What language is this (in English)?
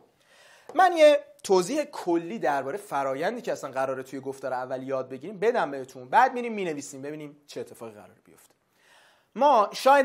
Persian